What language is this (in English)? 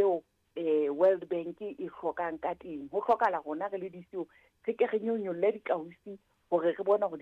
Southern Sotho